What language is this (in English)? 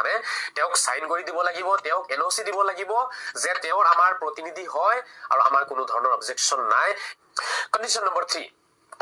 Assamese